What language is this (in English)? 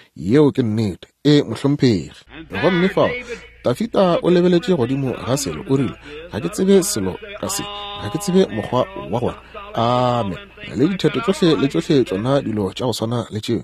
Northern Sotho